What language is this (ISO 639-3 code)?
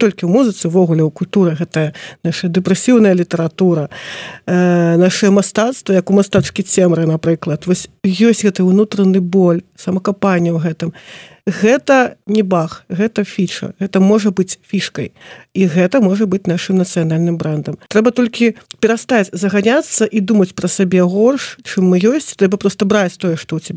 bel